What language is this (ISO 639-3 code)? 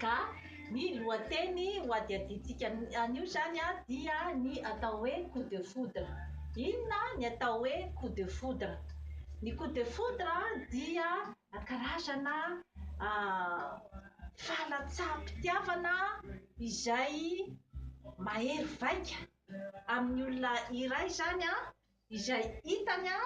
mlg